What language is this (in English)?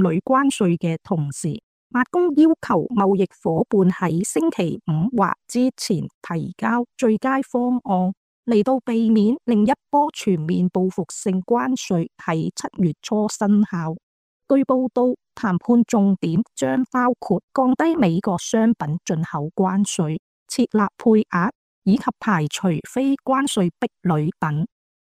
Cantonese